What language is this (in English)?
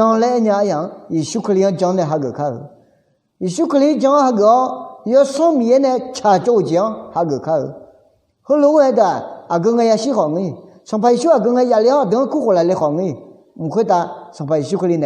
Akha